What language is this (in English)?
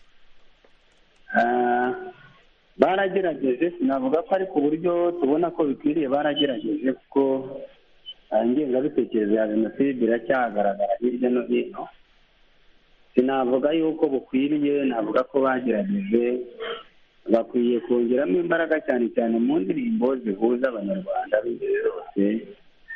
Kinyarwanda